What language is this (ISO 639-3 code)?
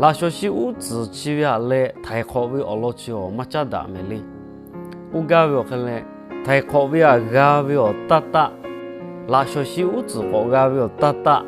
lhu